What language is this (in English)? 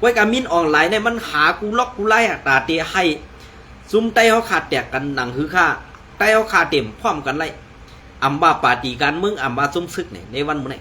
Shan